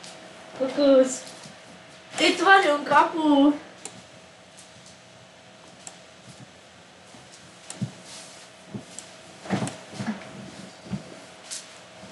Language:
Hungarian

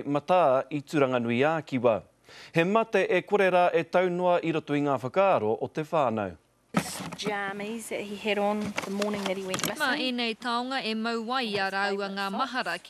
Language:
Māori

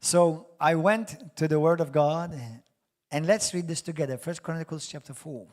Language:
English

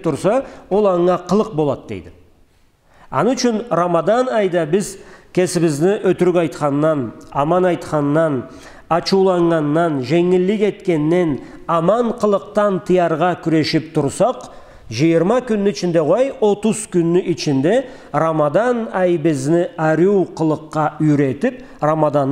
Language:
Karachay-Balkar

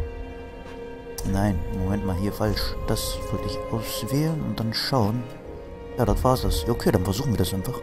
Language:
German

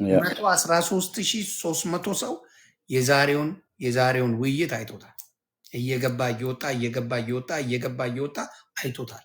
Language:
Amharic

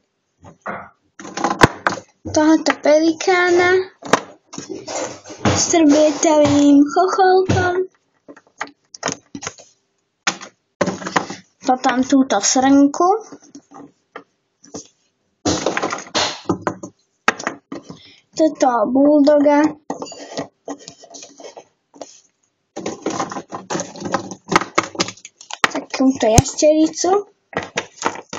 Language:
Slovak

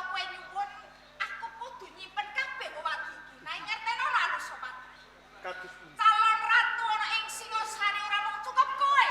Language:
Javanese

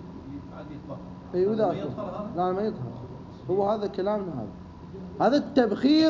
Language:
Mesopotamian Arabic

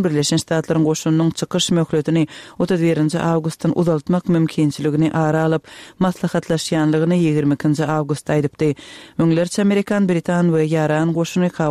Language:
Turkmen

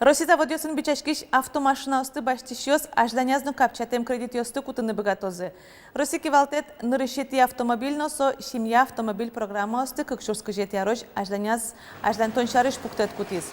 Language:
Udmurt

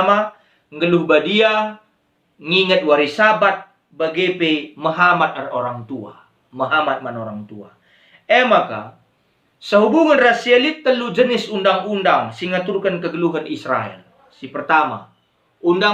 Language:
Batak Karo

